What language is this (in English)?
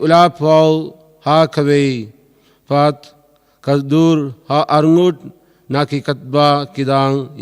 Khasi